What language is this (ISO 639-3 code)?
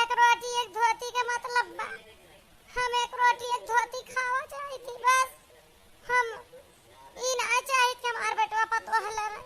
awa